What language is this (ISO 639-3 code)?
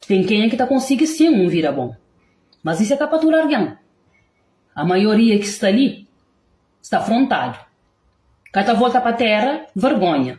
kea